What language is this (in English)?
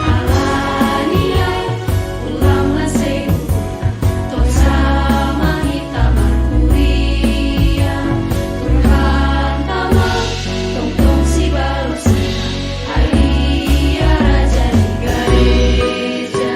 Batak Simalungun